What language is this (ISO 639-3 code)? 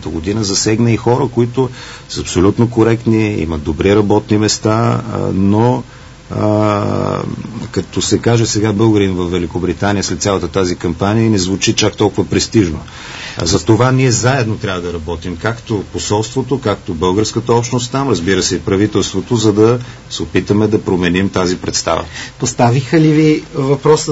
bul